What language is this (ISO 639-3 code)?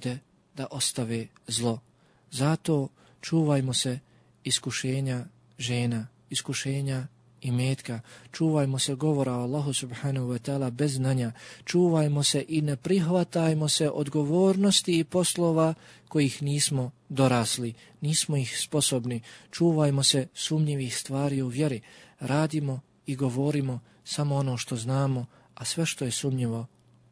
bos